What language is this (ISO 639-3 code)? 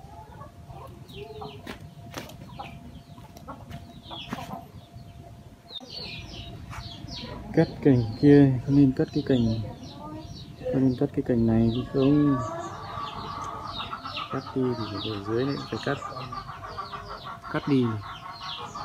vie